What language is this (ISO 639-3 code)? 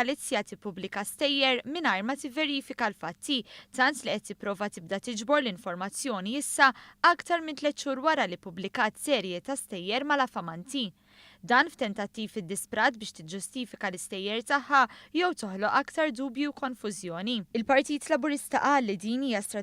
mlt